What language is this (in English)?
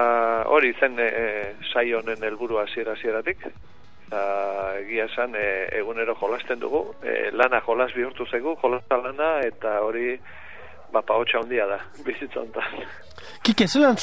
Basque